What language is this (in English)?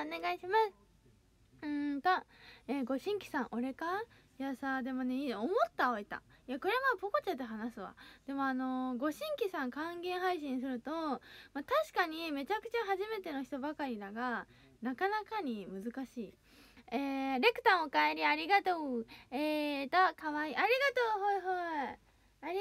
Japanese